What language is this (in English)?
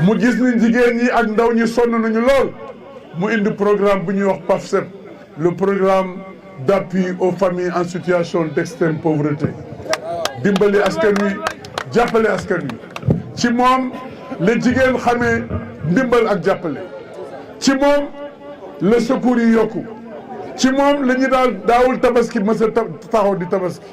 Wolof